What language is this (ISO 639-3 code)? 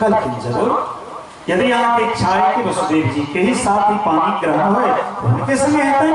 mai